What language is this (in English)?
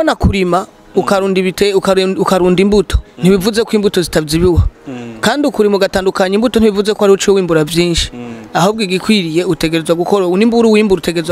Rundi